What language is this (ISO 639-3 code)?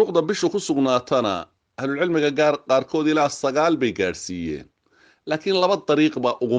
som